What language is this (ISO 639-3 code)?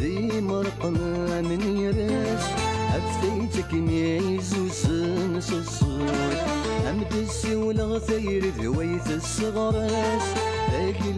kab